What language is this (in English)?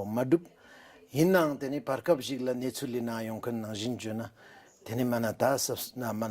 Ladakhi